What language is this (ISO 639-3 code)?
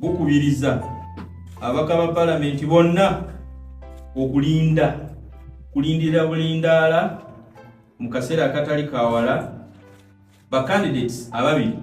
lug